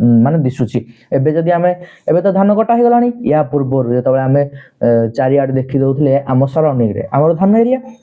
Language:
Odia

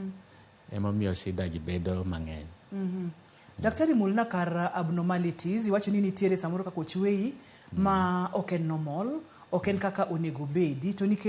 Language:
Luo (Kenya and Tanzania)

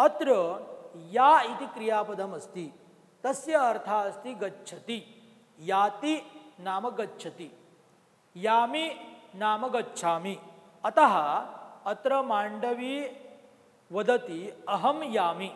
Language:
Sanskrit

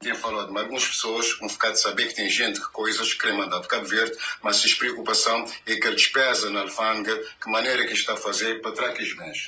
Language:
Kabuverdianu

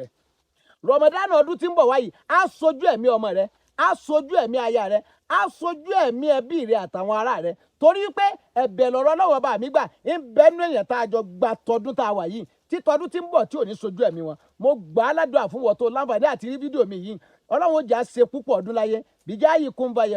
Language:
Yoruba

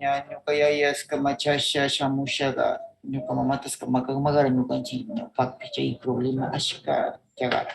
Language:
Northern Pastaza Quichua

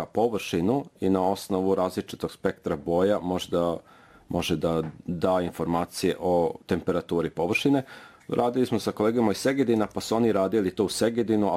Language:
Serbian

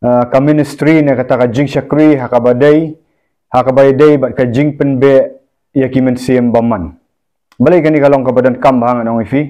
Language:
Khasi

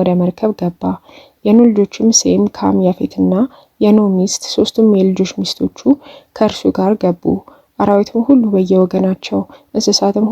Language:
Amharic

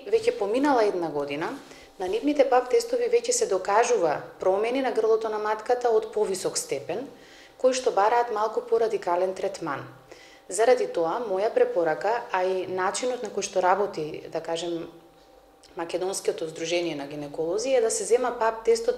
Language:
Macedonian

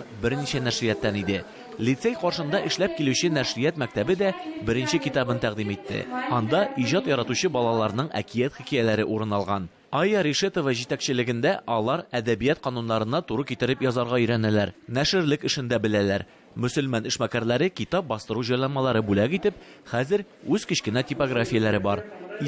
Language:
Tatar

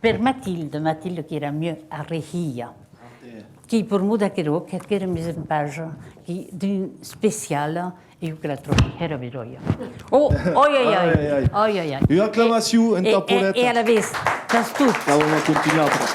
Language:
Occitan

